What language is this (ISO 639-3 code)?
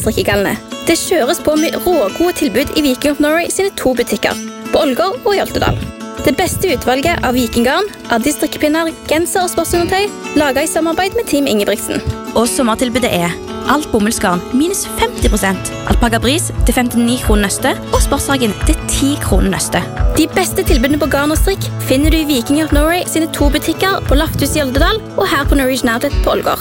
nor